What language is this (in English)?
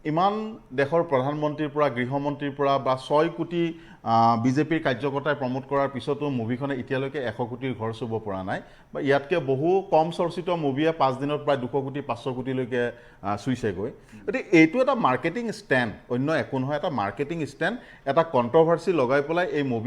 Assamese